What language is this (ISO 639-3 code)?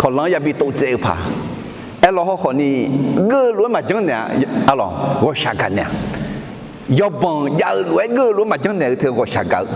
ahk